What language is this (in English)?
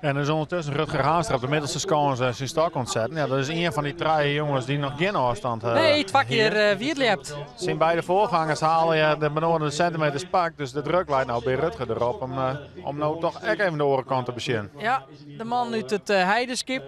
Western Frisian